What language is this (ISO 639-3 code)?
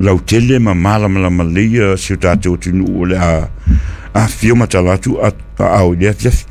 smo